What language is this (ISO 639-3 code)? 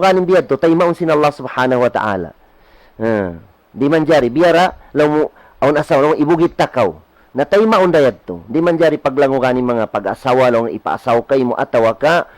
tsg